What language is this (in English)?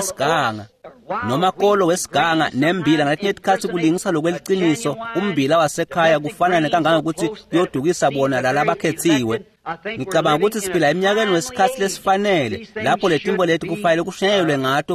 Swati